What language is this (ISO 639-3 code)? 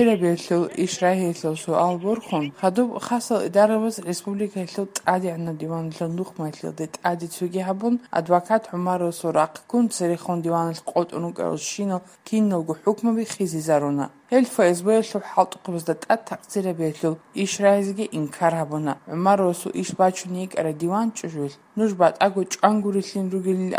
ava